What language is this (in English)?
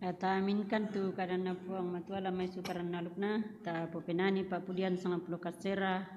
Toraja-Sa'dan